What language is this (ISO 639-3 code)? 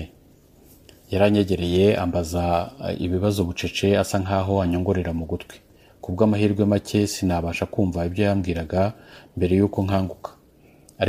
kin